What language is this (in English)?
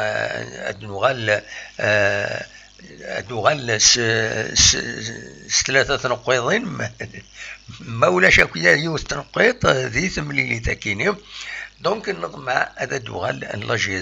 Kabyle